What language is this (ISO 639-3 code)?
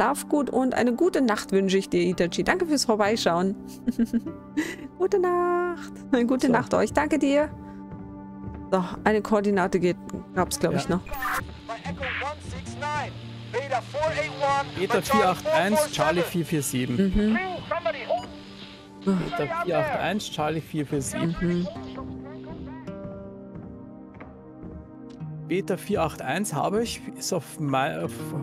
deu